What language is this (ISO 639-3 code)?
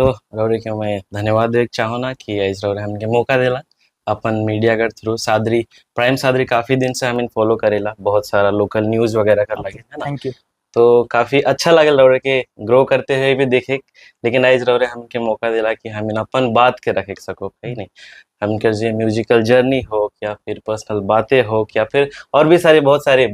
sck